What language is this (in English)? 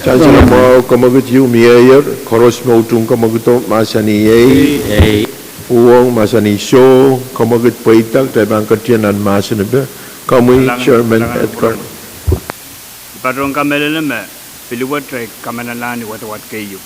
Pohnpeian